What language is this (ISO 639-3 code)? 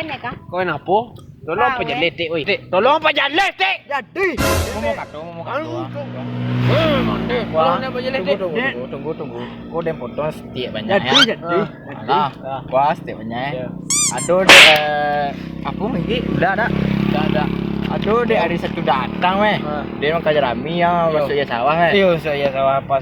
min